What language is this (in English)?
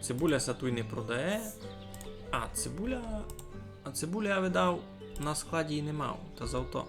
Rusyn